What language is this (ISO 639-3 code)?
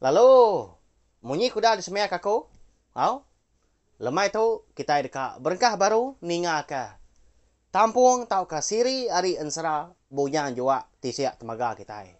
iba